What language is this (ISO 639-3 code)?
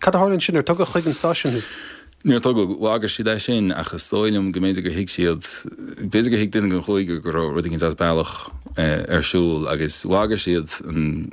gle